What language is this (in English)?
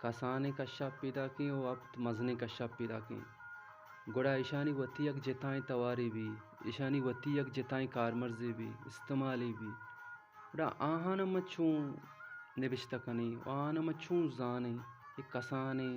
Baluchi